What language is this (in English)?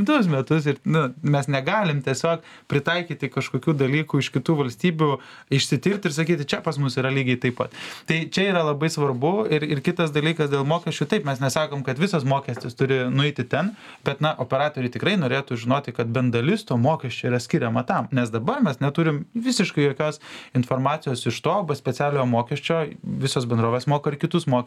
Lithuanian